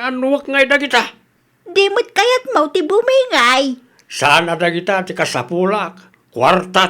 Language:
Iloko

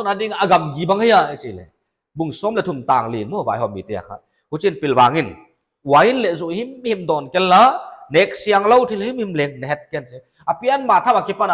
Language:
Paite Chin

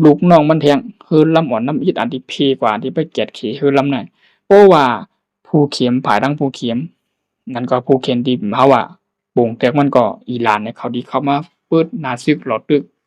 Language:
Shan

